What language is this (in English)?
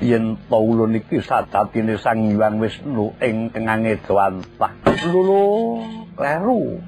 Javanese